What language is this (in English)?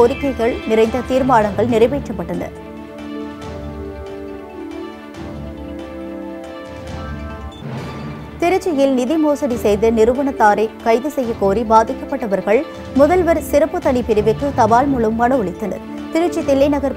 Tamil